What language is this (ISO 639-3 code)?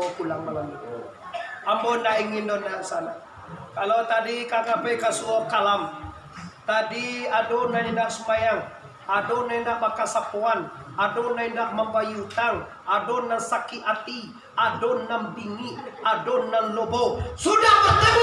min